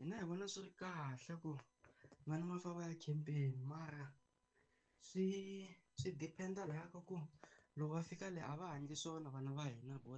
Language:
Tsonga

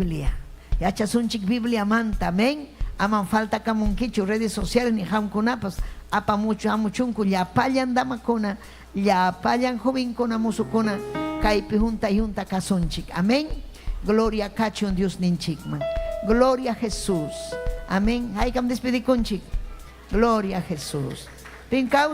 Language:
Ayacucho Quechua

